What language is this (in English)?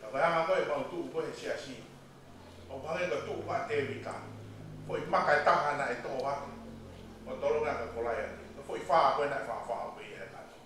Tongan